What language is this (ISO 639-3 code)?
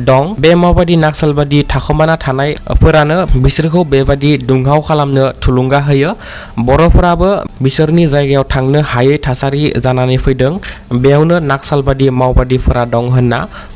brx